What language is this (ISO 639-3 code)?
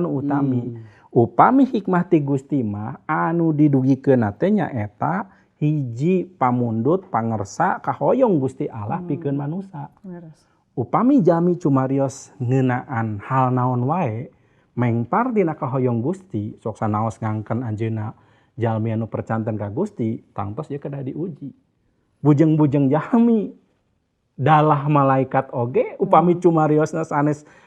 sun